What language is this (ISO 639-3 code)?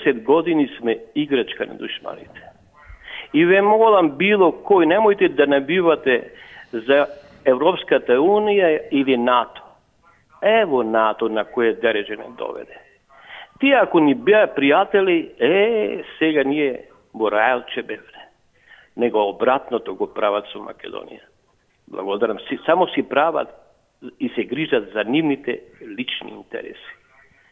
mkd